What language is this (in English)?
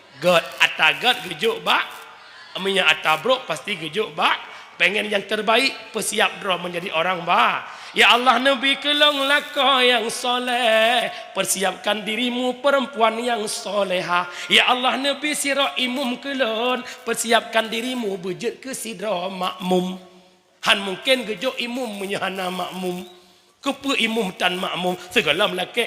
Achinese